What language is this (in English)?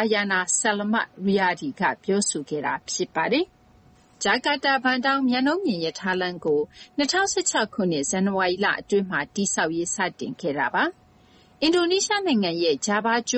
Burmese